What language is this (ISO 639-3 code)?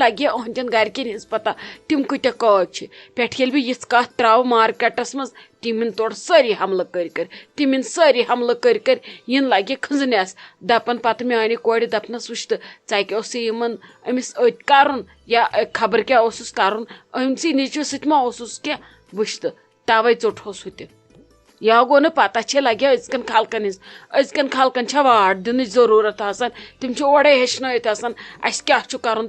kas